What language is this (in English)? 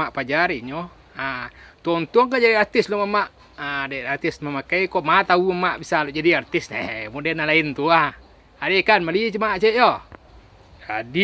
Minangkabau